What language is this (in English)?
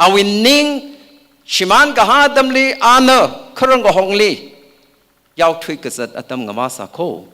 Tangkhul Naga (India)